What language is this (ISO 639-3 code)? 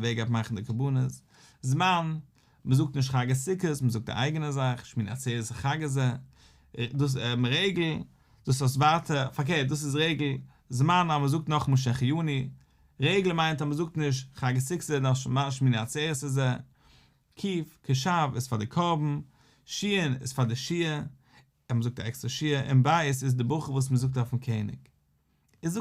yid